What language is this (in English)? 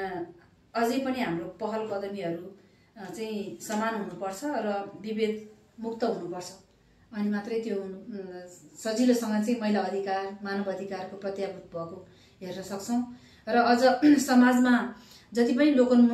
Nepali